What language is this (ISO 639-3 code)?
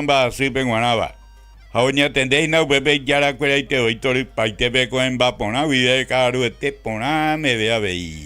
grn